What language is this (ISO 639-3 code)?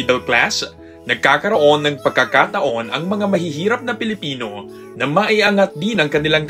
fil